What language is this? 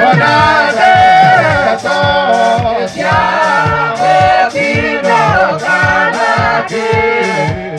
Tem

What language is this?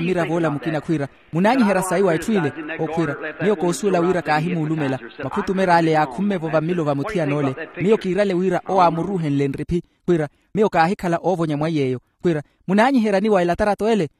Makhuwa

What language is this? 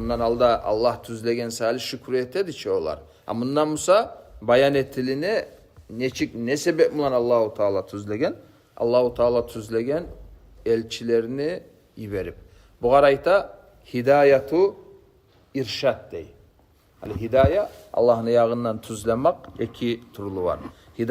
Kumyk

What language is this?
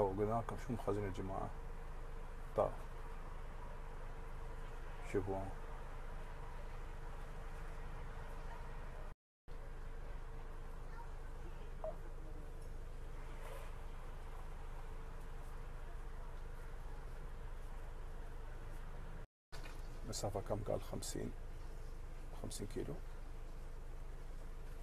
Gulf Arabic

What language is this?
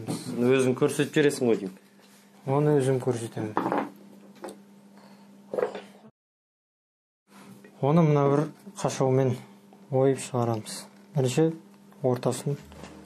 Kazakh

